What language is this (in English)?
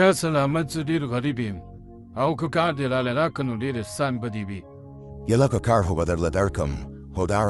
Pashto